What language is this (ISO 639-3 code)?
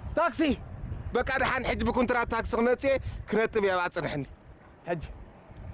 tir